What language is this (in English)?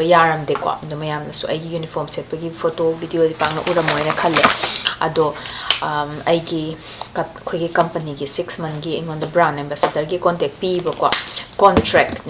Manipuri